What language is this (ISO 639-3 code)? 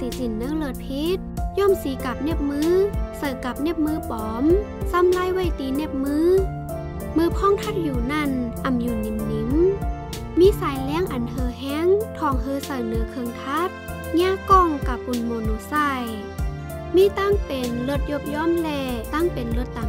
shn